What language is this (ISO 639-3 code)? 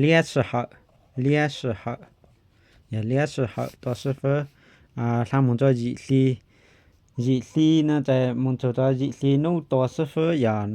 hmn